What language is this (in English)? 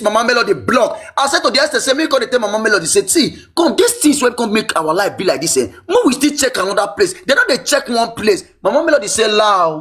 Nigerian Pidgin